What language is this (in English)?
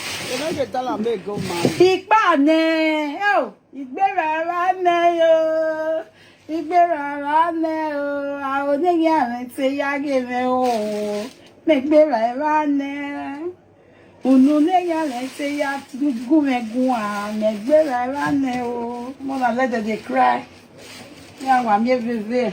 Nigerian Pidgin